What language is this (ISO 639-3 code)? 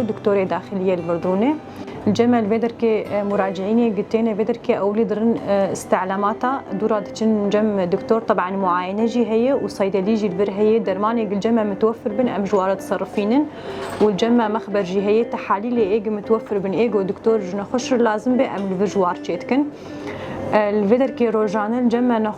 kur